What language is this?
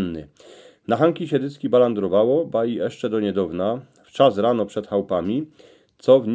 Silesian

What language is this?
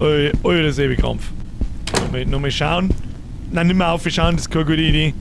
Bavarian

